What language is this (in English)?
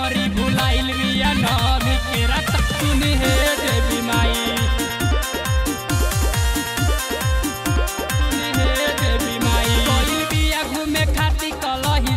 Bhojpuri